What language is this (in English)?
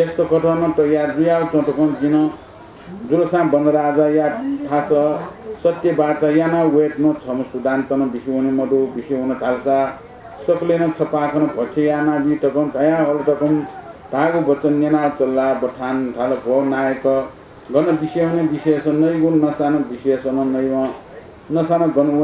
Newari